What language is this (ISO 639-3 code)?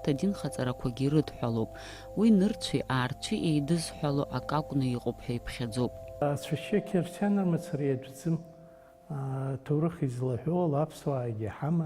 abk